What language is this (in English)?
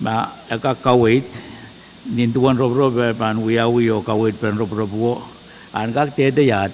Pohnpeian